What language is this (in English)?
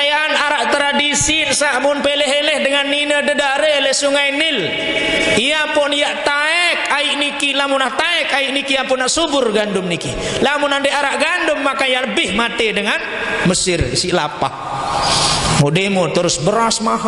Sasak